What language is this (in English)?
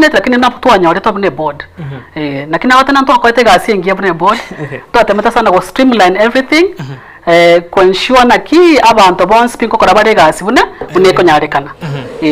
Gusii